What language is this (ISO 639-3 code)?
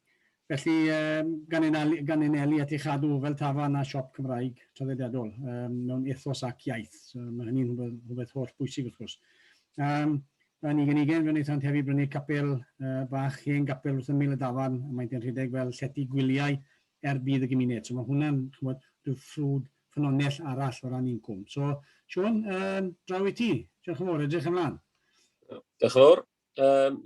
cym